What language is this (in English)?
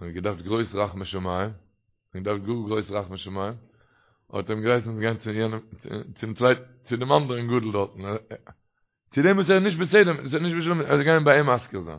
Yiddish